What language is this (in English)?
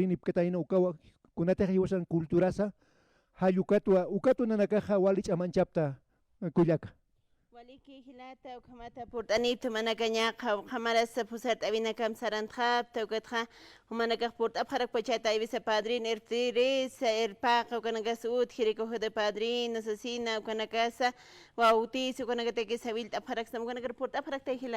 Aymara